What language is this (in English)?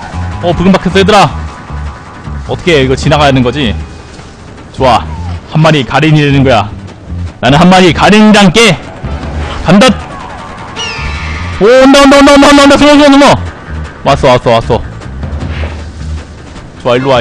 Korean